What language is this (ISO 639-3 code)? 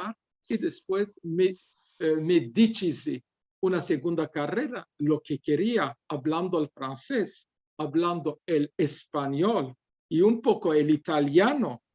lad